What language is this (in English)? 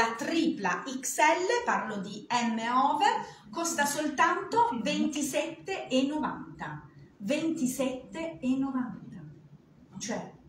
Italian